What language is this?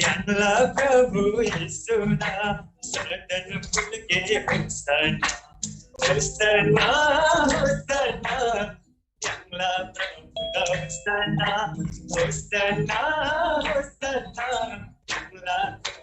Eastern Tamang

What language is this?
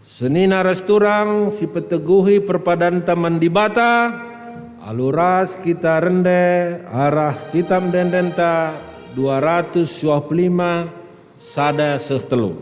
Batak Karo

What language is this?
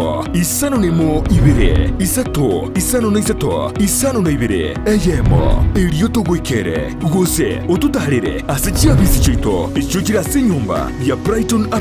Gusii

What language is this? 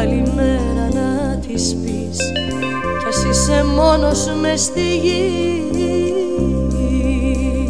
Greek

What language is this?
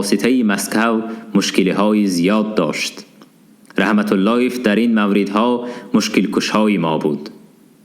Tajik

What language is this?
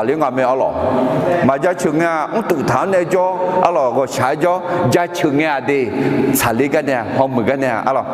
Akha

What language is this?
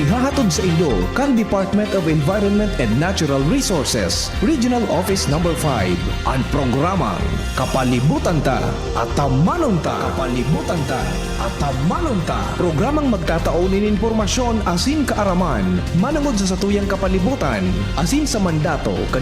Bikol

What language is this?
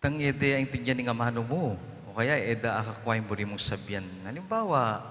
Pampanga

